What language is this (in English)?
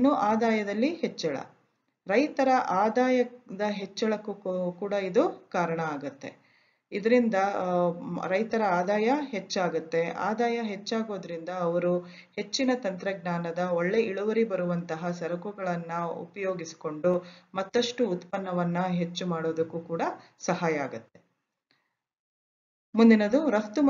Kannada